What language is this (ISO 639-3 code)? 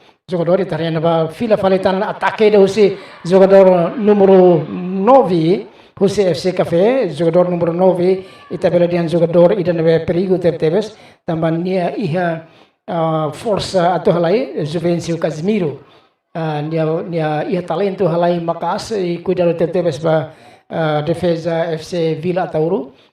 tet